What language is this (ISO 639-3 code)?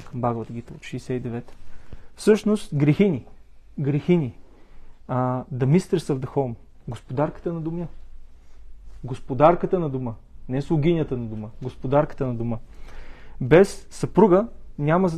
bul